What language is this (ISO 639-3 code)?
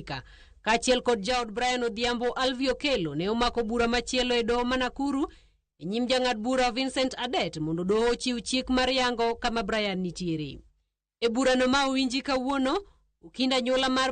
luo